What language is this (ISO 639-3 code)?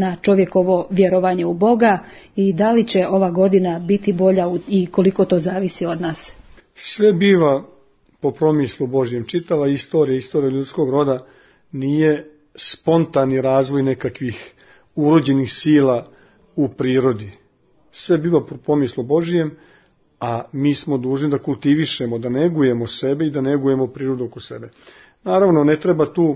srp